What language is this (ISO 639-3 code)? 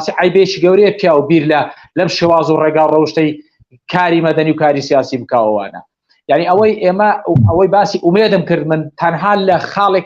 ckb